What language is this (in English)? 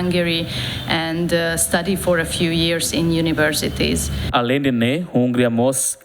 Tetum